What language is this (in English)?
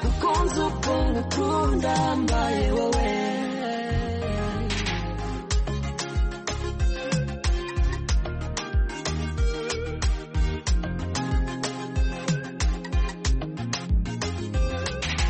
Kinyarwanda